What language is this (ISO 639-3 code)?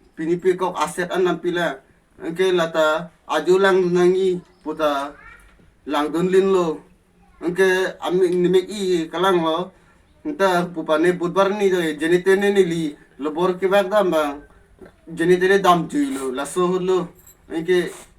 mjw